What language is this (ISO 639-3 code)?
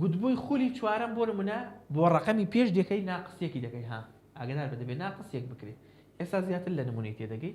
ckb